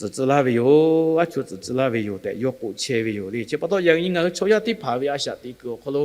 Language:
Lahu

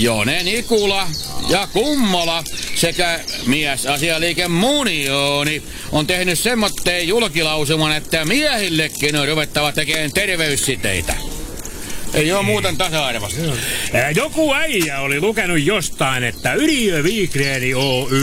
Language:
Finnish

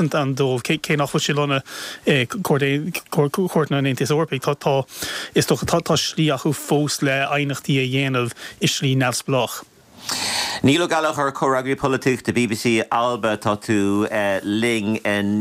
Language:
Irish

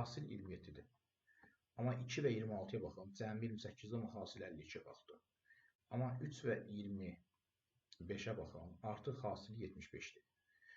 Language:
Azerbaijani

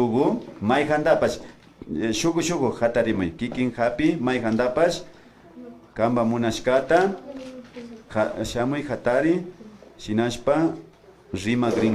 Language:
Imbabura Highland Quichua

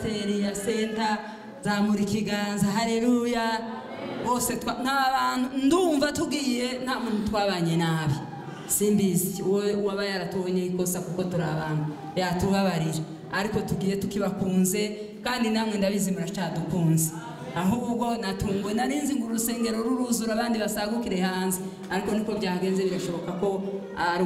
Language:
Kinyarwanda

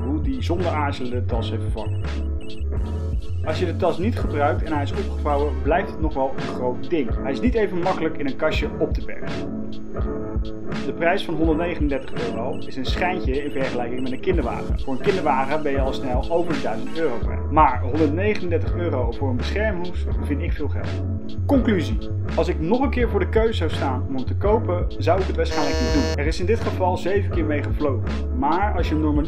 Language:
Dutch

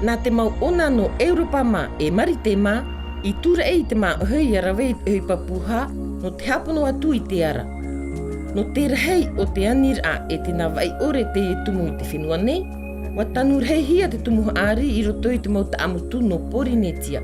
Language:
Tahitian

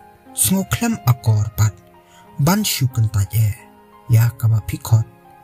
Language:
Khasi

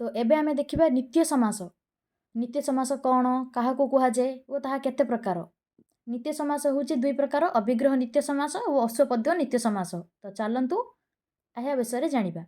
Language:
Odia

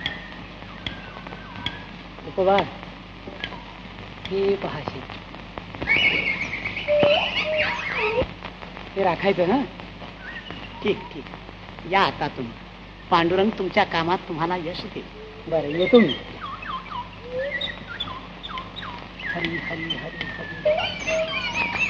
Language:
Marathi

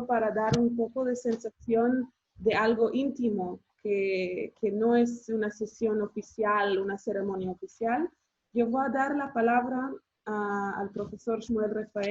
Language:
Ladino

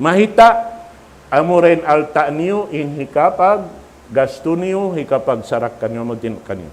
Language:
Tausug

